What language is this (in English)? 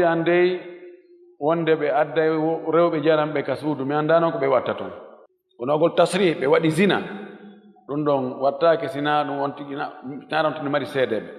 Fula